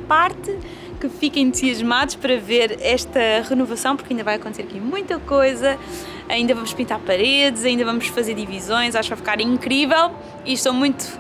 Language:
Portuguese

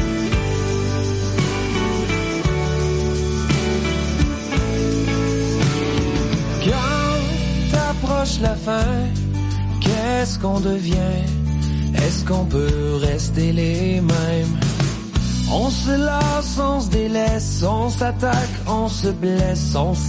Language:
French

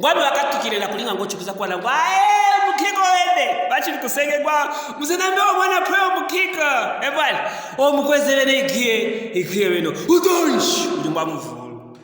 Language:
Luvale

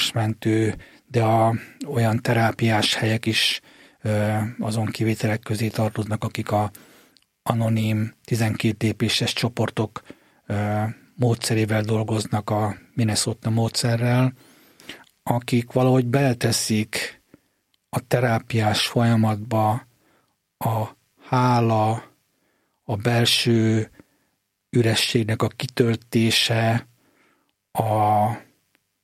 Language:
Hungarian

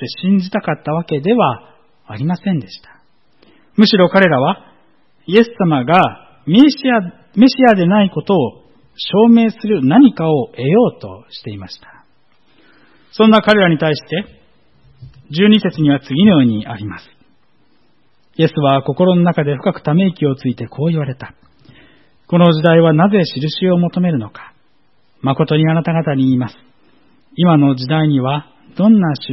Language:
Japanese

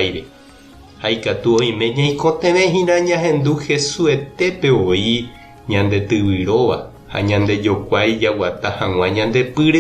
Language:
Guarani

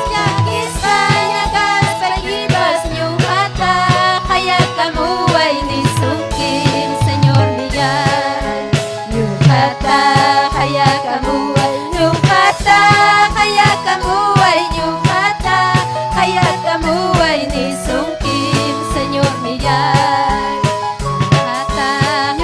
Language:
Ayacucho Quechua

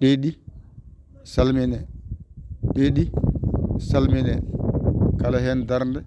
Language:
Fula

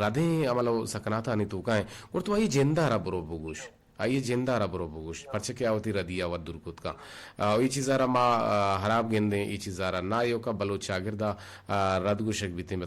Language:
Eastern Balochi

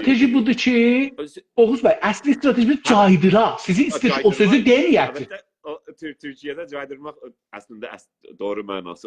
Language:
South Azerbaijani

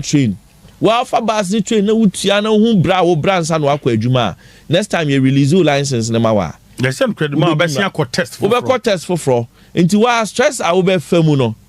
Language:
Akan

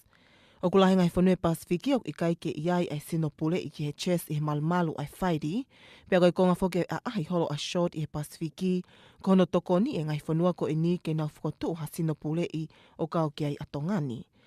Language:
Tongan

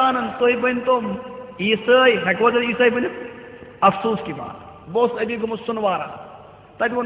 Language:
Kashmiri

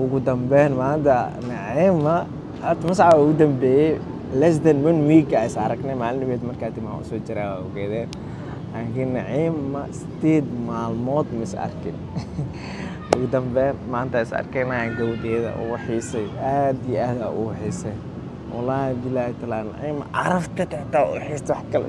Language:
Somali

